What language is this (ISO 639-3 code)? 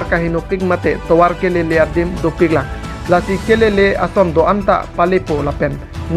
mjw